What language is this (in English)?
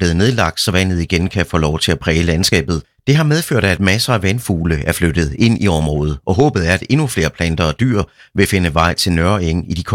Danish